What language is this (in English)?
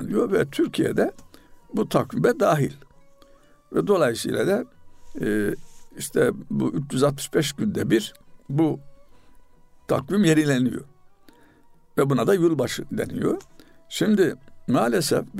Turkish